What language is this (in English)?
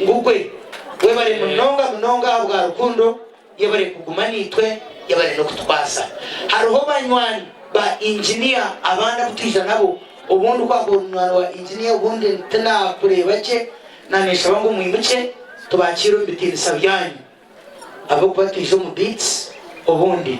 Nyankole